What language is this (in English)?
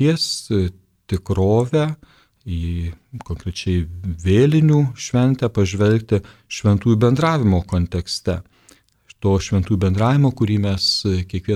Lithuanian